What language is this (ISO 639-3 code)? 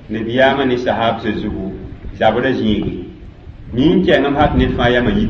mos